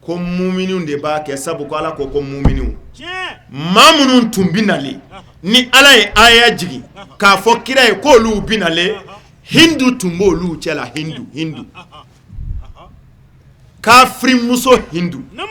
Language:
Bambara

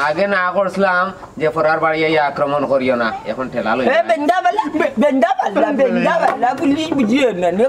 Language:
Sylheti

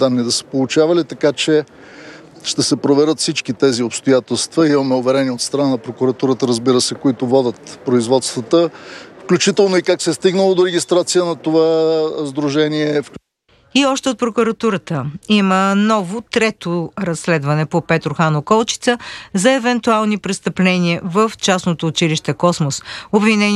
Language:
Bulgarian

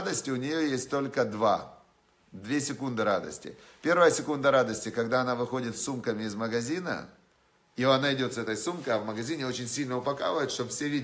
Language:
Russian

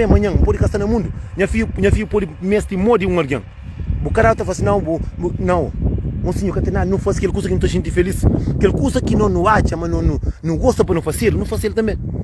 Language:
Kabuverdianu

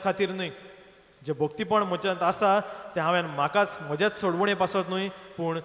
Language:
Konkani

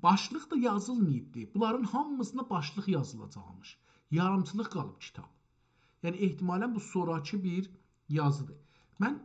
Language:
South Azerbaijani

